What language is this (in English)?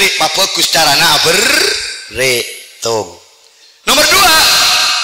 Madurese